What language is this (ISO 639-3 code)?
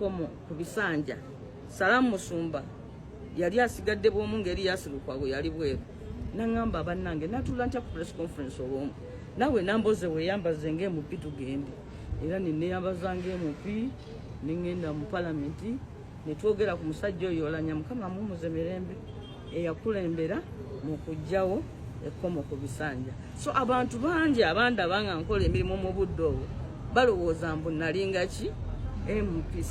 lug